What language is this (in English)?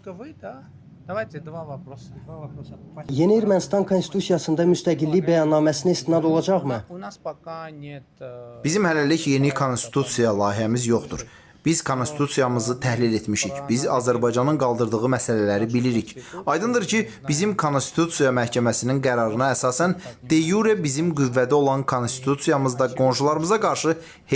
Azerbaijani